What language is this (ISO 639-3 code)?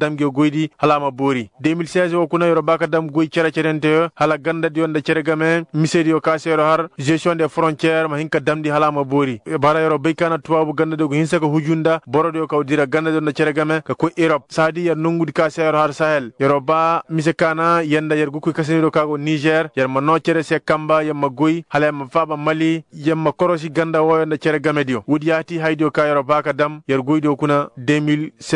ses